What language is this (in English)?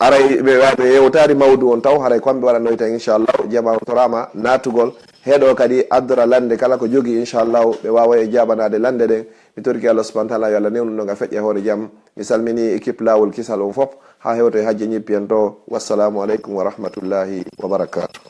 Fula